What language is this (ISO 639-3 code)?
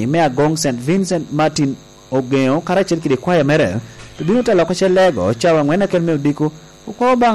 laj